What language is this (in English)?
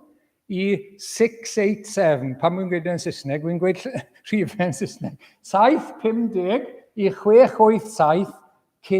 Welsh